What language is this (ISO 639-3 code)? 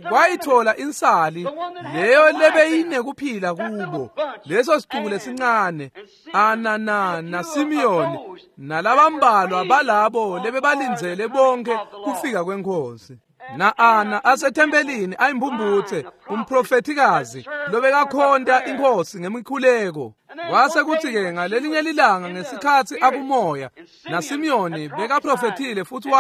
ssw